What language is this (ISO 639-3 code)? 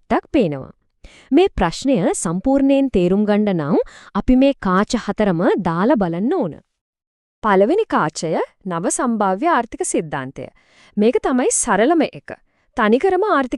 sin